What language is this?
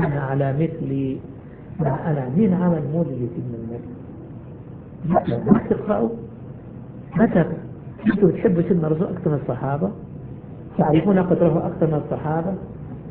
Arabic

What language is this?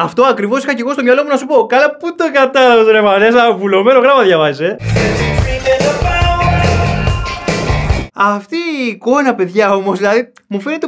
Greek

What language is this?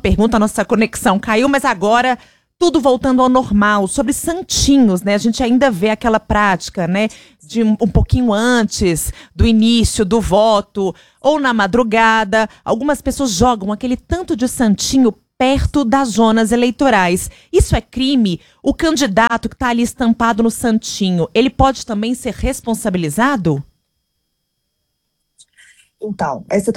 Portuguese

